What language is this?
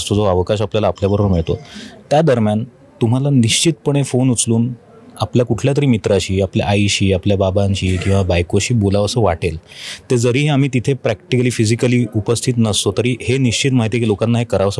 Marathi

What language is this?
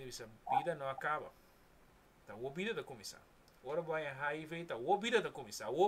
Papiamento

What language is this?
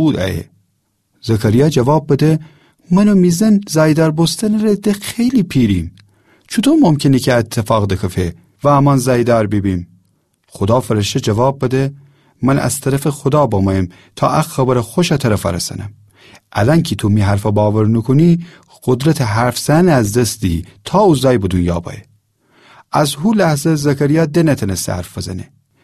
Gilaki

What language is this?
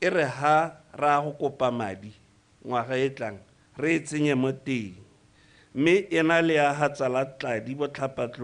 Tswana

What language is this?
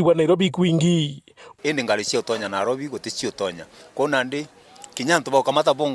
Meru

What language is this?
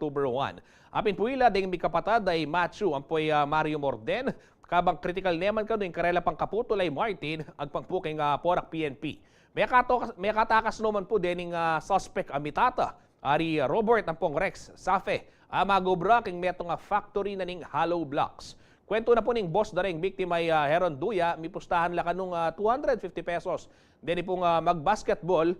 Pampanga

